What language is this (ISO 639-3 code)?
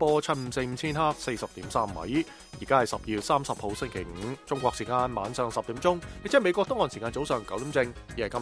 yue